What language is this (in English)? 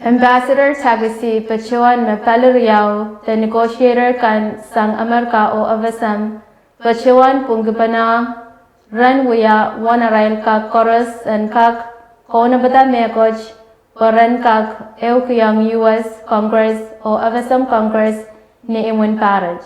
Pohnpeian